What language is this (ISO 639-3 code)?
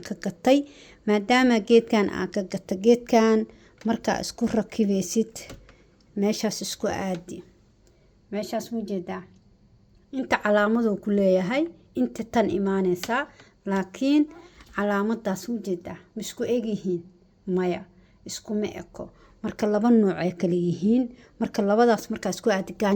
som